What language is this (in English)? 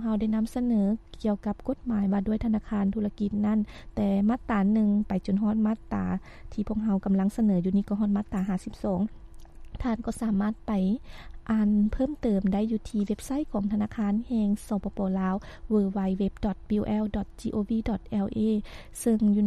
Lao